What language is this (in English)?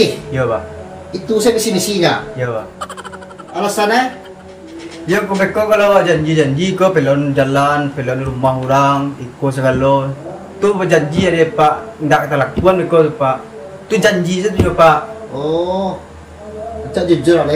Minangkabau